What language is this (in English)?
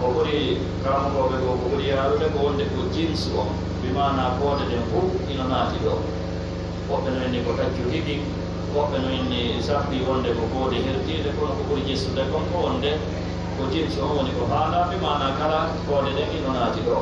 Fula